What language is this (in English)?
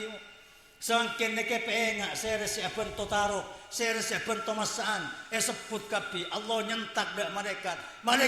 Madurese